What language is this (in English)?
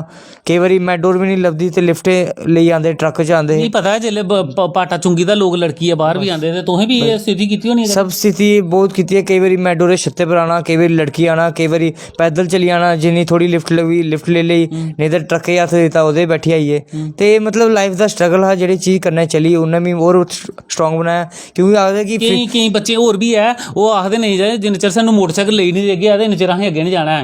Dogri